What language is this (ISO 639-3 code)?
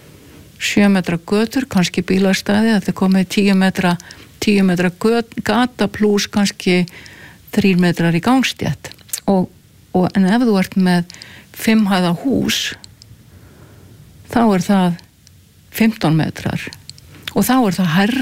isl